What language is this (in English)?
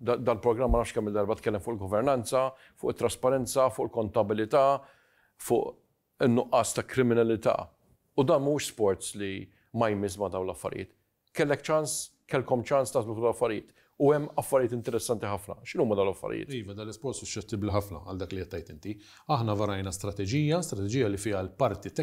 Maltese